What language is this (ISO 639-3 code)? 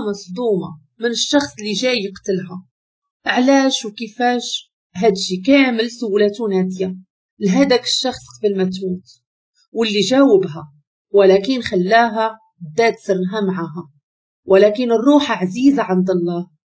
ary